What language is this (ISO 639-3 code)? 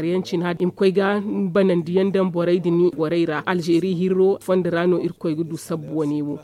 dje